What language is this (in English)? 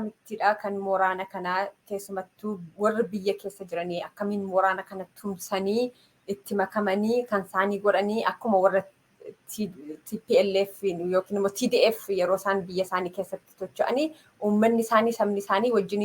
Oromo